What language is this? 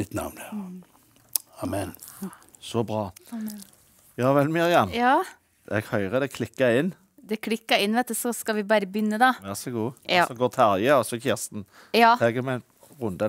Norwegian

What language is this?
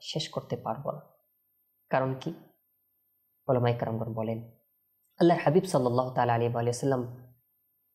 Bangla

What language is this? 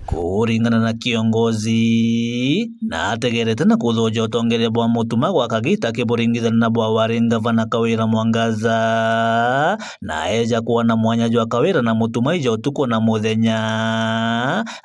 Meru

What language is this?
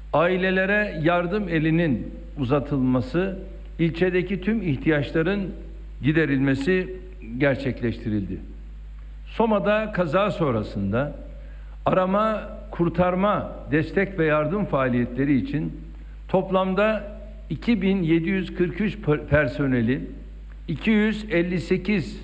Turkish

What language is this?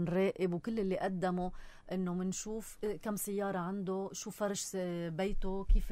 North Levantine Arabic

